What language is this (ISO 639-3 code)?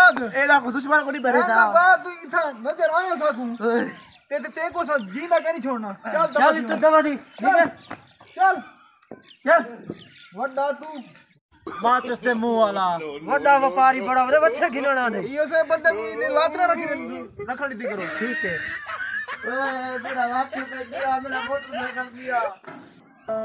skr